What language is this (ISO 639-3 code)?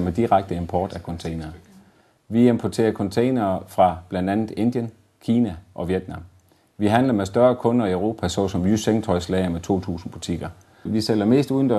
dan